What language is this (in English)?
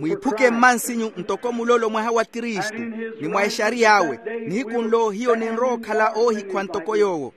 Makhuwa